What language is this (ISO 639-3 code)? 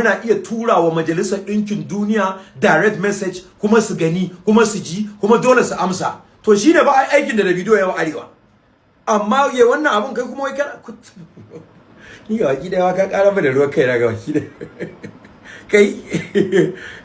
hau